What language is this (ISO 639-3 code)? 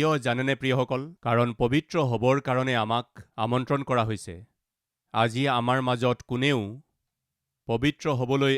asm